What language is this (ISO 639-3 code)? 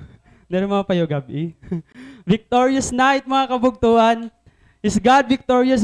war